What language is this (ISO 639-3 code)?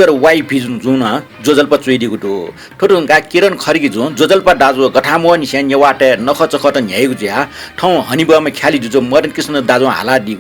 new